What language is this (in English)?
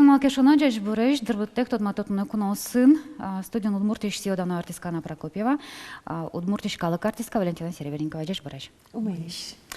Udmurt